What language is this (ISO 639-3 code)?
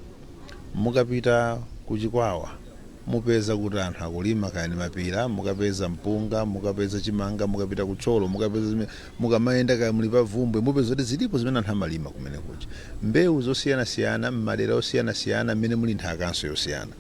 nya